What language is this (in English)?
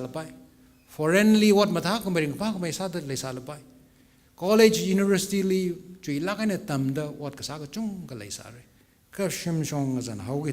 Tangkhul Naga (India)